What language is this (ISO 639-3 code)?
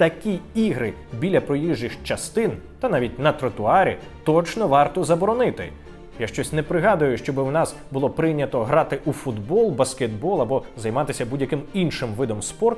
ukr